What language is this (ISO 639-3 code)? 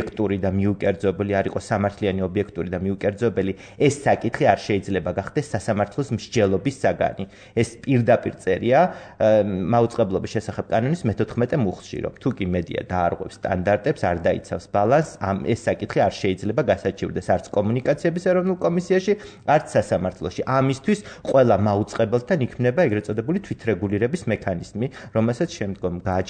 kat